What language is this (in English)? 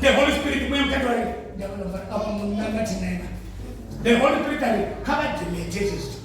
Venda